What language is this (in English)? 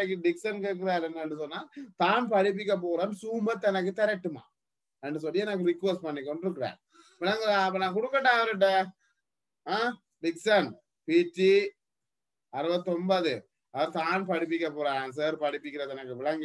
Tamil